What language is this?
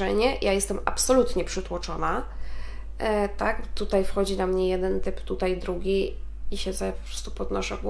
Polish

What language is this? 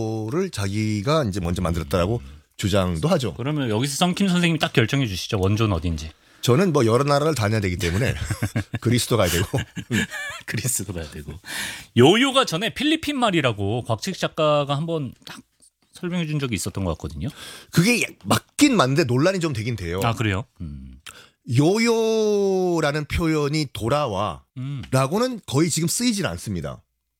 Korean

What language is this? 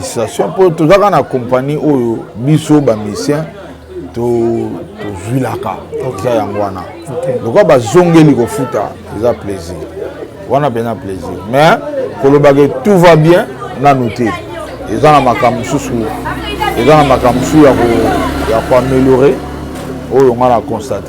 Lingala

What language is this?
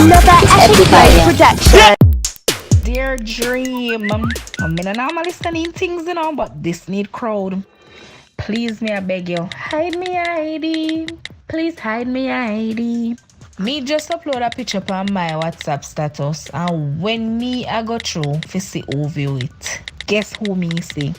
Jamaican Creole English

